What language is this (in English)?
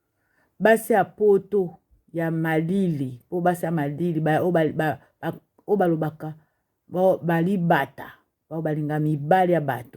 Lingala